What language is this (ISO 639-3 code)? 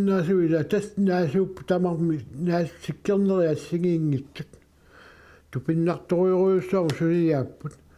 kal